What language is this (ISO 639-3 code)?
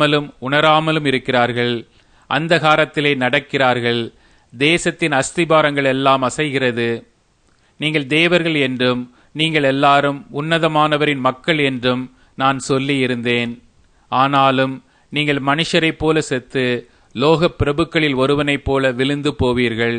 tam